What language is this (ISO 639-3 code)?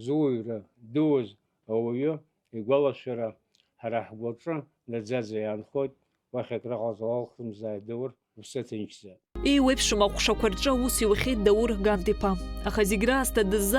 abk